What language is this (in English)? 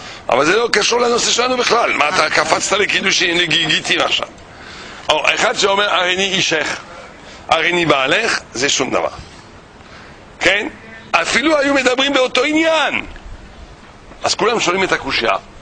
Hebrew